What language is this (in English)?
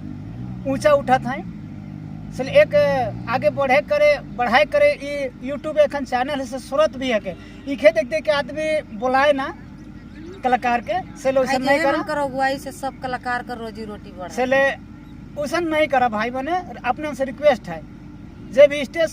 Sadri